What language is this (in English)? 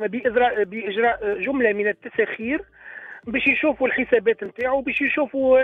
Tunisian Arabic